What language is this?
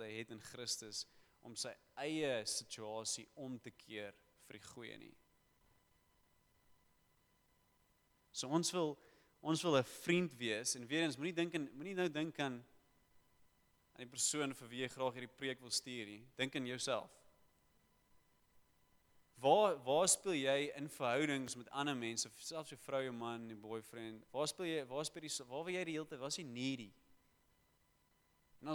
Afrikaans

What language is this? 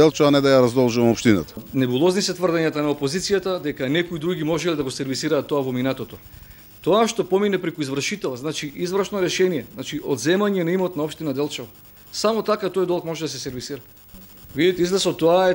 Macedonian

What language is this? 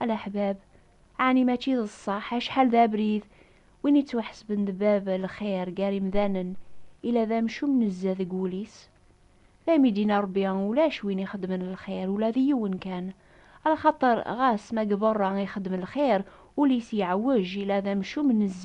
Kabyle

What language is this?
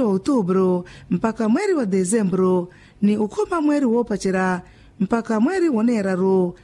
Makhuwa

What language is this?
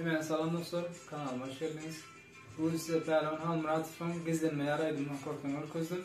Turkmen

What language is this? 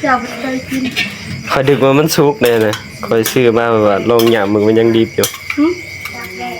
Northeastern Thai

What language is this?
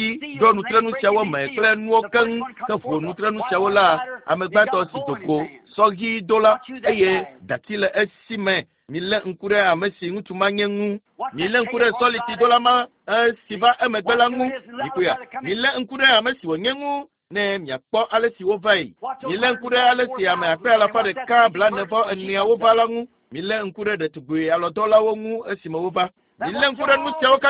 Ewe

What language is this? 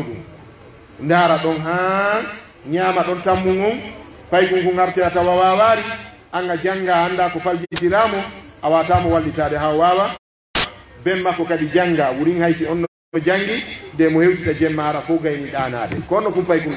Pular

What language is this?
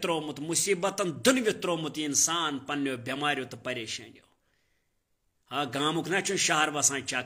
Kashmiri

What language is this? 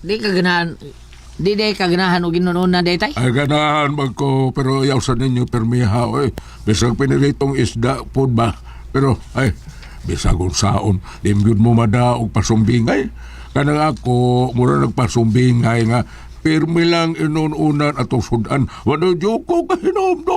Cebuano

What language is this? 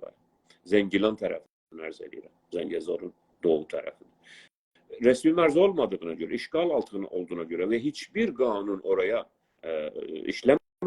South Azerbaijani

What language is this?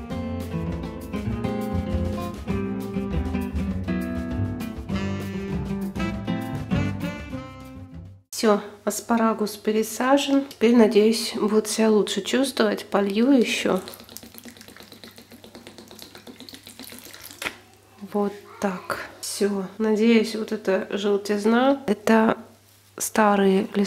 Russian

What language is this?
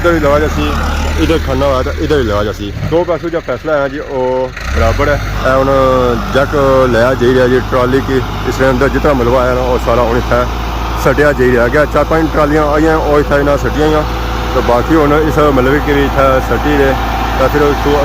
Pahari-Potwari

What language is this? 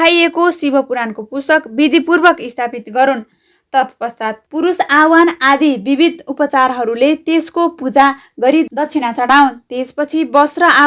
Nepali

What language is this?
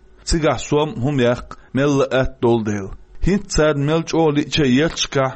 Chechen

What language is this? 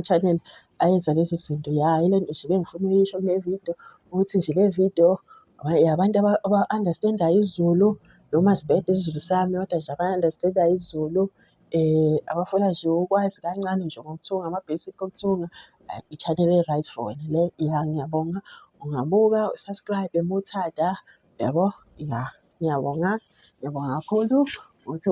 Zulu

